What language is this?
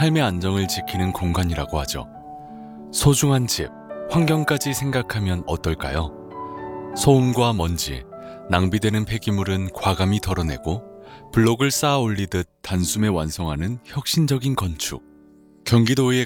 Korean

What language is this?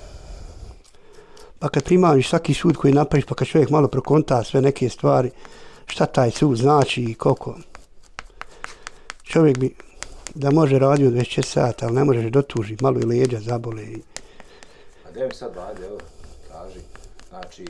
Bosnian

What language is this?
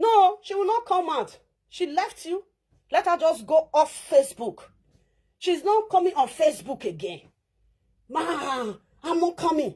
Nigerian Pidgin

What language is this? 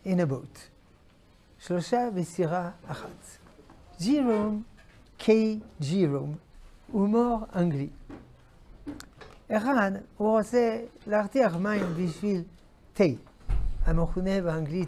Hebrew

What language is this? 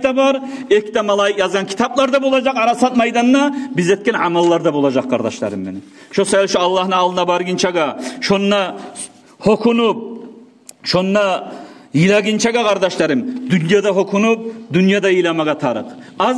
Kumyk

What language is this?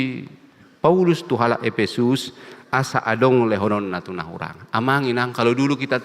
Batak Toba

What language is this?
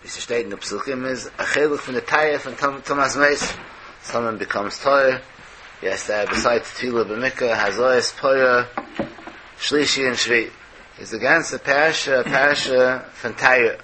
Yiddish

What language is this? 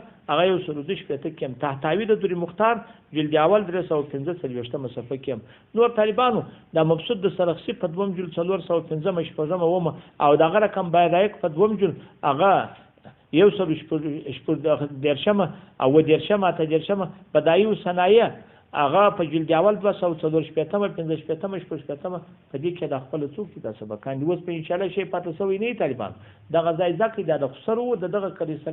Pashto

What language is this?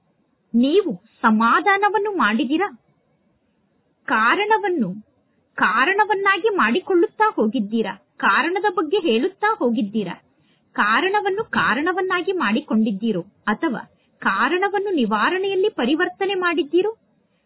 Kannada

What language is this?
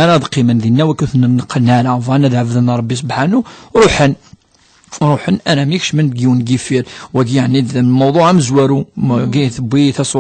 Kabyle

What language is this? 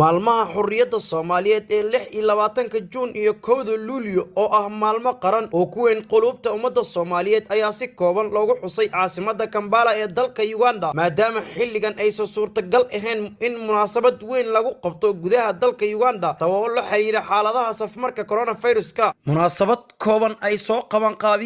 Somali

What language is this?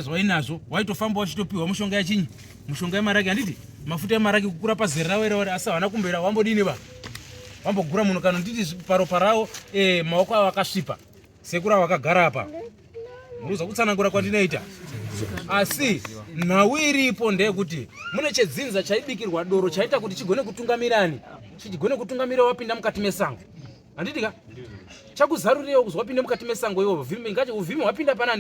Shona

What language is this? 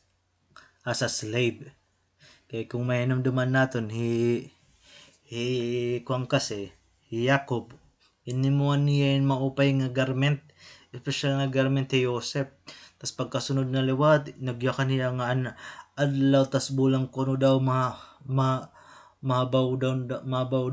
Waray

